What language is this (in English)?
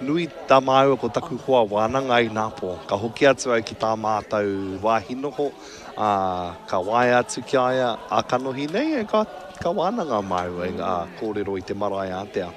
Māori